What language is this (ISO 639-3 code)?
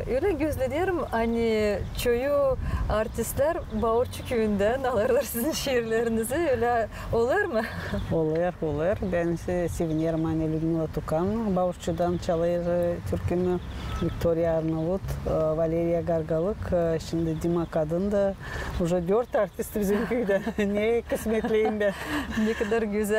gag